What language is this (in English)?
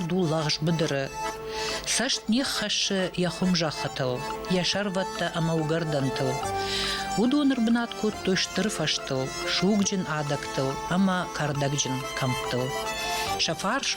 Ossetic